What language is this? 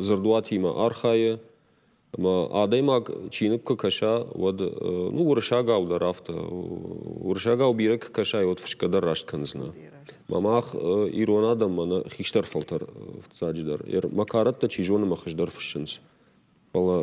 Ossetic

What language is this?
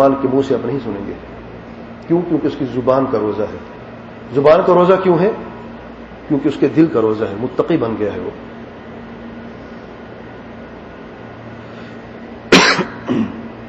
Urdu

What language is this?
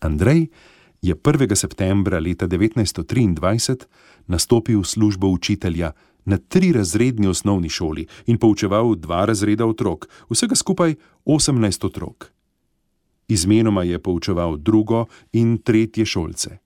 Slovenian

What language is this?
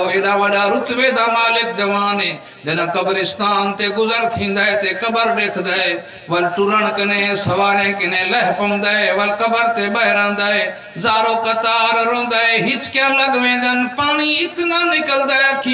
Saraiki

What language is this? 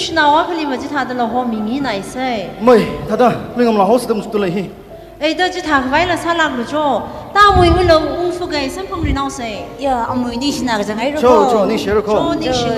Tangkhul Naga (India)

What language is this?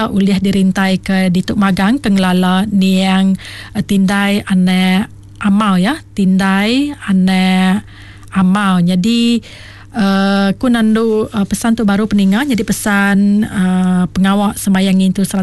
Iban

